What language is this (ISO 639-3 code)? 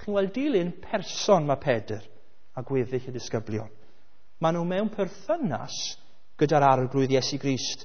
cym